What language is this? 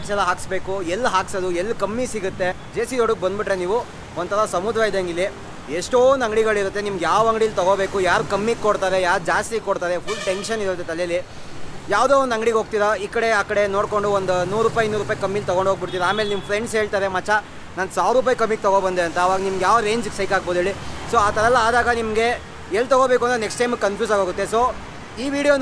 Kannada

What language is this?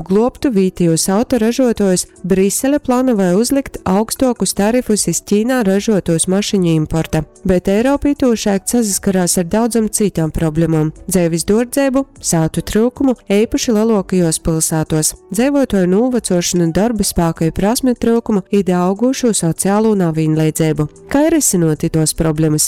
Latgalian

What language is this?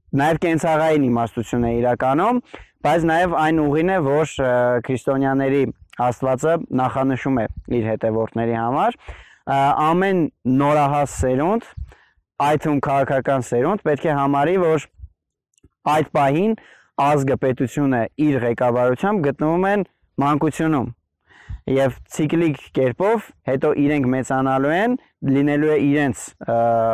Armenian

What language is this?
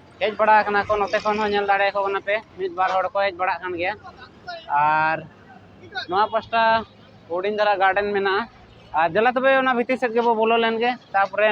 Santali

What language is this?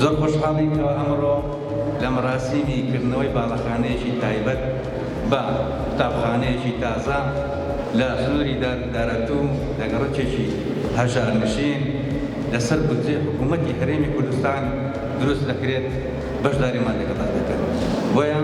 Central Kurdish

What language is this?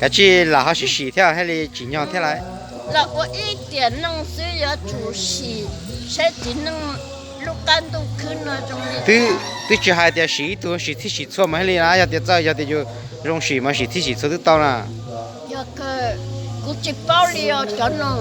Hmong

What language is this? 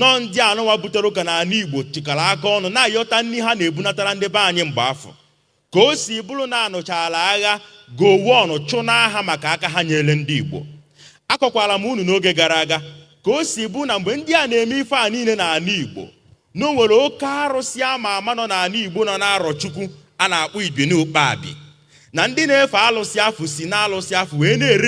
Igbo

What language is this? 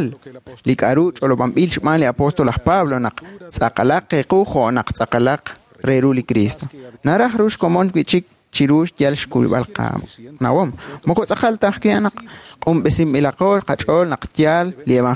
Kekchí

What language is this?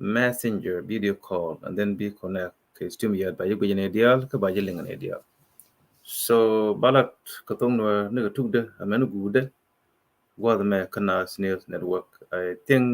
Nuer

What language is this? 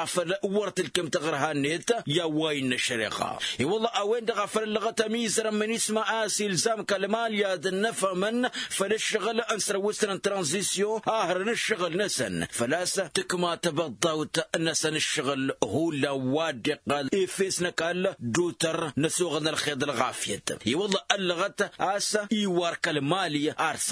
Tamasheq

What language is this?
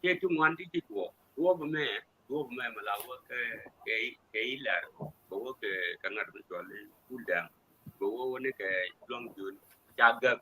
Nuer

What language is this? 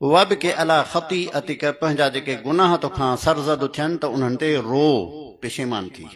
Sindhi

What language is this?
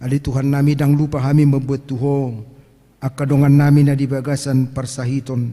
Batak Toba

